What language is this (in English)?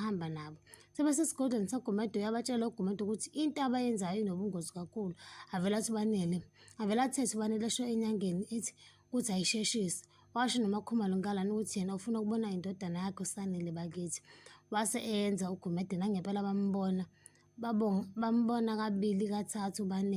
Zulu